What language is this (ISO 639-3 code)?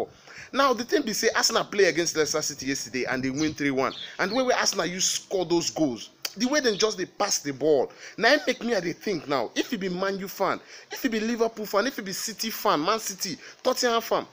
pcm